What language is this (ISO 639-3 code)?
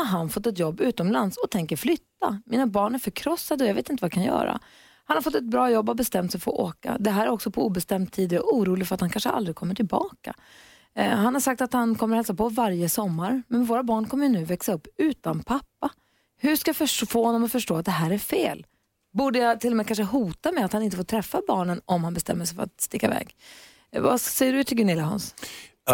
swe